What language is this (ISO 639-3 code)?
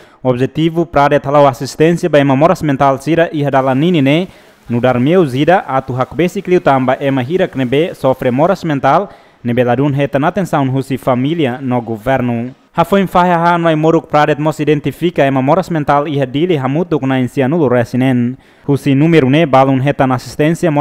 tet